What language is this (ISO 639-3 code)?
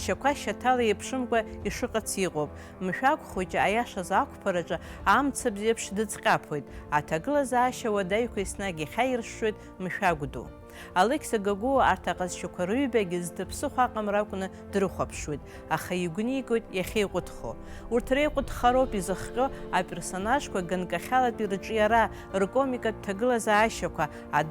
abk